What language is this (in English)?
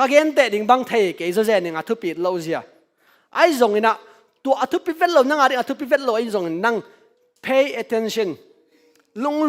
Tedim Chin